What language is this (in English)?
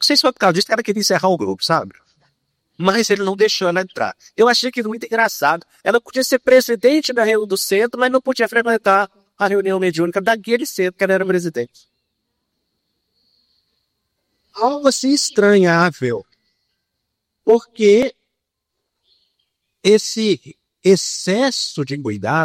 Portuguese